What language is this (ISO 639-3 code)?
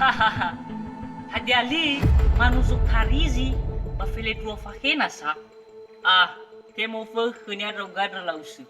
nia